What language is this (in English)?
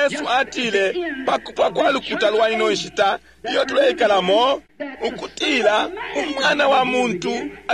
Bemba